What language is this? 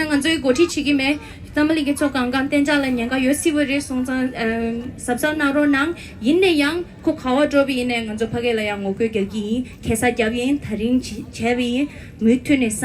Tibetan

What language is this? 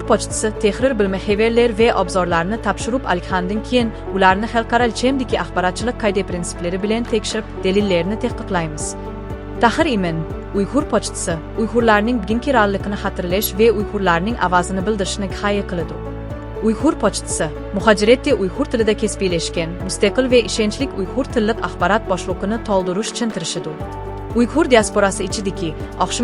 Uyghur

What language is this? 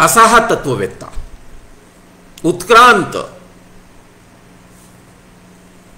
Marathi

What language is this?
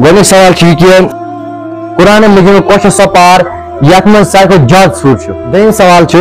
Kashmiri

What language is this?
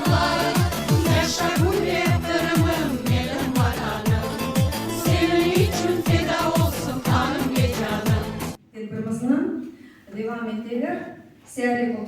Crimean Tatar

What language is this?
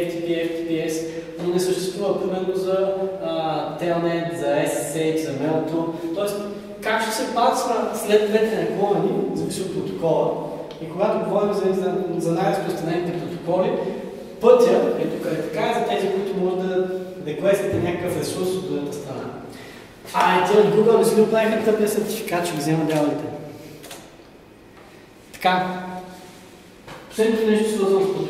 Bulgarian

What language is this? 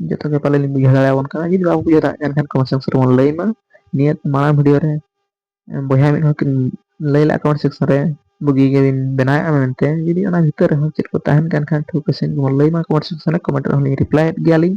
Santali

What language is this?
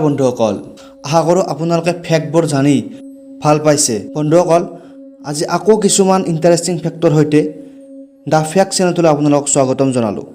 Assamese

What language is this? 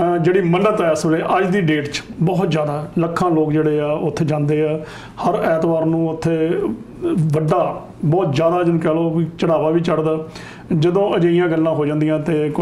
Punjabi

